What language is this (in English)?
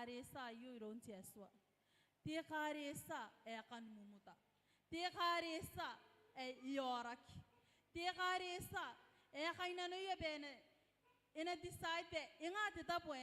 Gilbertese